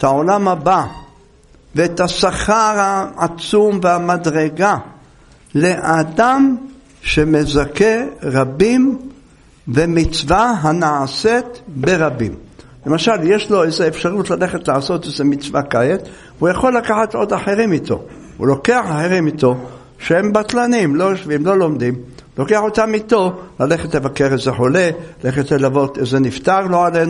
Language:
Hebrew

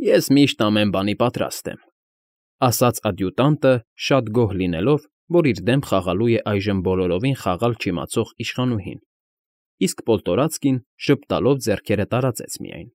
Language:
Armenian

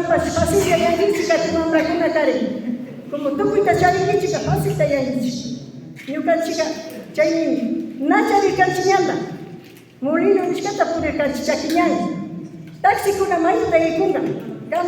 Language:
Imbabura Highland Quichua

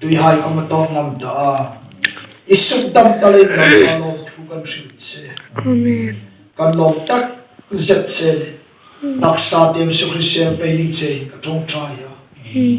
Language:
Hmar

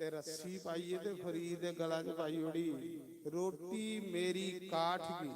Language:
Dogri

